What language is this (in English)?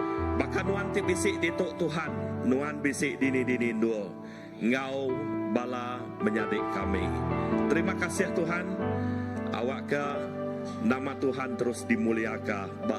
Iban